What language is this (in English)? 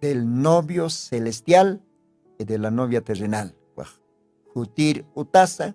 Aymara